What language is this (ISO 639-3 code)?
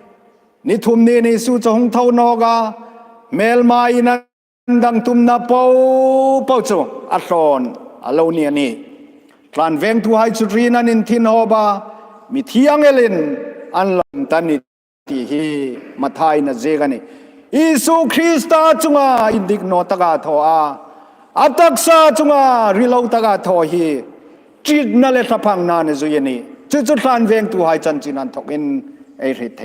hmr